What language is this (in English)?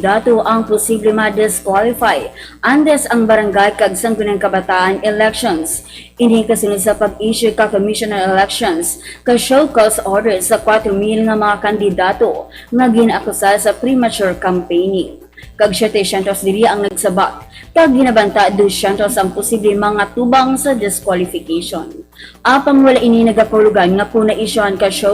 Hiligaynon